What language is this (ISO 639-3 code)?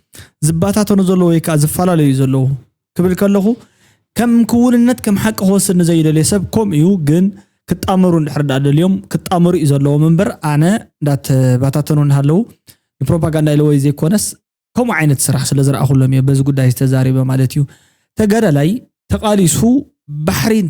tir